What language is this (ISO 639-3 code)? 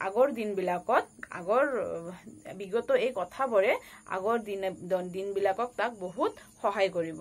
asm